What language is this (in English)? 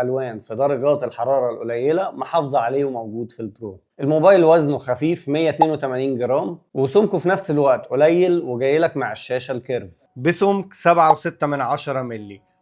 Egyptian Arabic